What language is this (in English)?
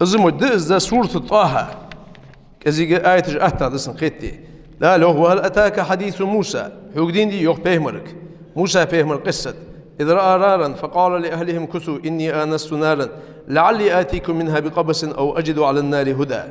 Ingush